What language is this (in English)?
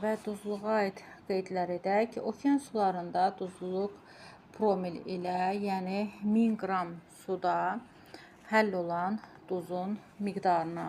Azerbaijani